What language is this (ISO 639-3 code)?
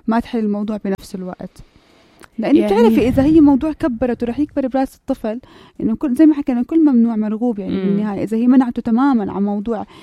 apc